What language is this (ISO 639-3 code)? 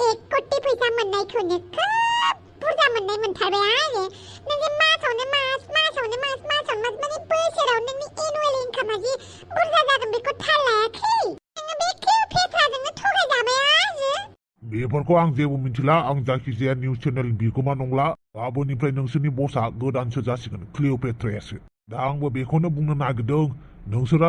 brx